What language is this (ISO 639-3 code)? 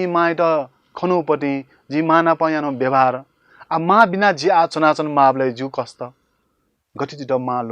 new